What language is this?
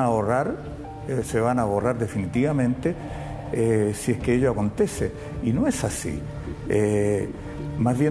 Spanish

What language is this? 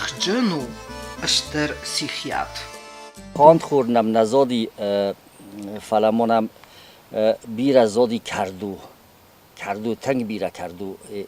Ossetic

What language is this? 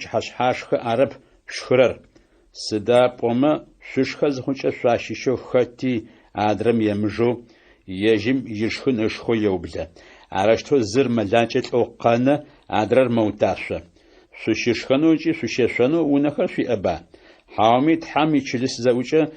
Adyghe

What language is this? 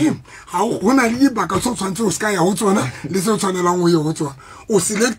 Southern Sotho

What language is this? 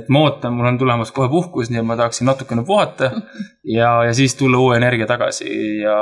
Estonian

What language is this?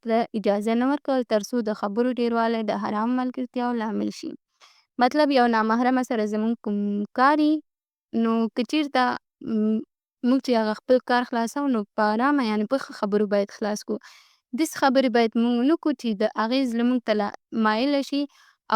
Pashto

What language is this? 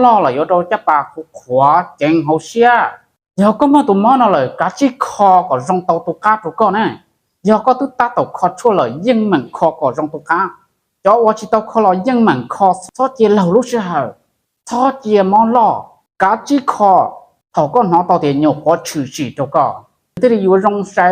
Hmong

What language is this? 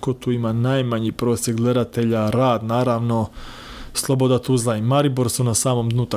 Croatian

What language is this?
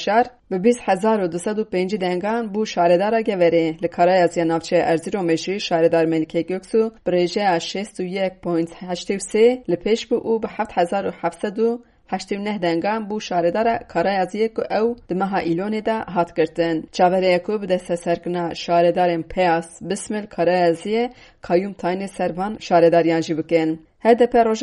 Kurdish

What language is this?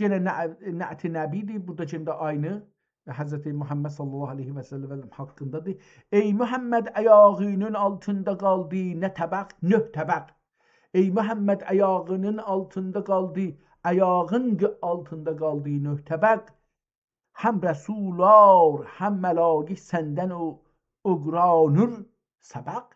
South Azerbaijani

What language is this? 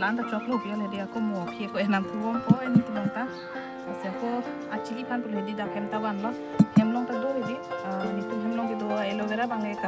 Karbi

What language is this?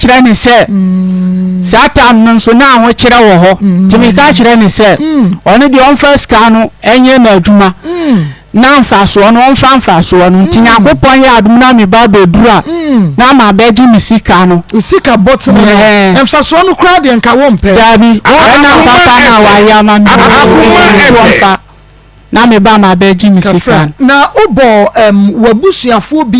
Akan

